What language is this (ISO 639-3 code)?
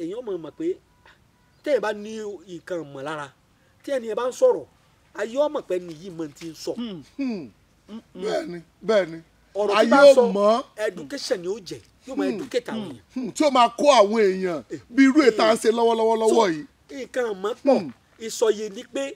yor